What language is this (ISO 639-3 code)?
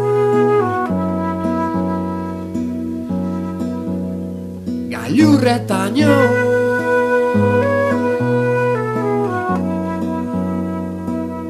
eus